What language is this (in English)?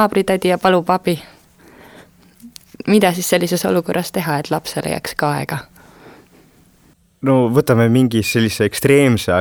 Estonian